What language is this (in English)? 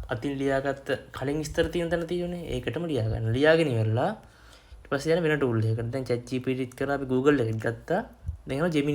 Sinhala